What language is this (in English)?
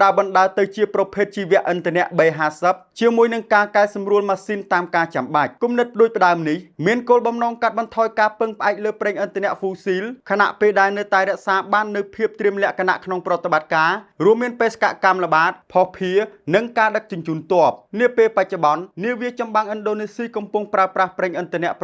Khmer